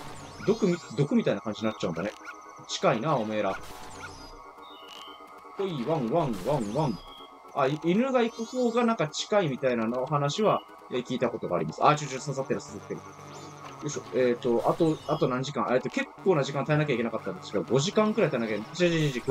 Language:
Japanese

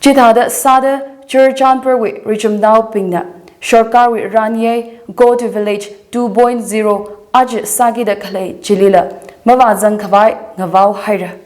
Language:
Tangkhul Naga (India)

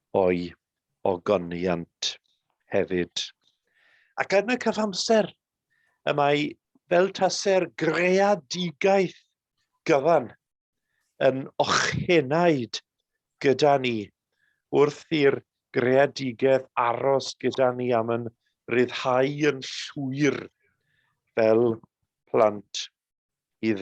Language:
Welsh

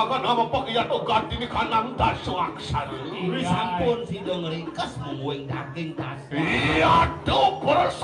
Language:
Balinese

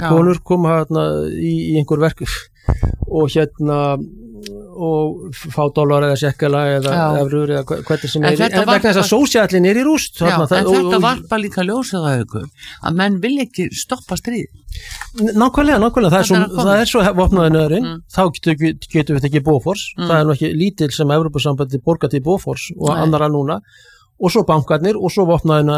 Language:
Icelandic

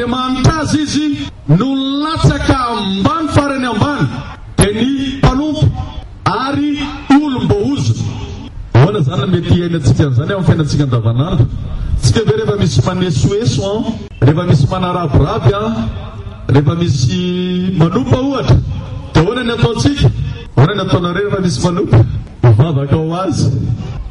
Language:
Malagasy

